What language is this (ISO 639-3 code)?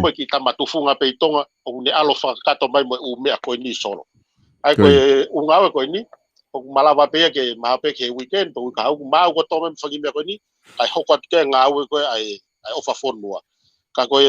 ton